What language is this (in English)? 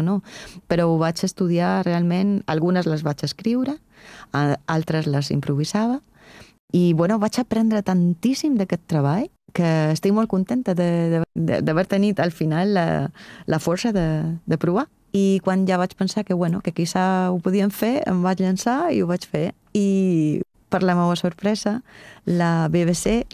Catalan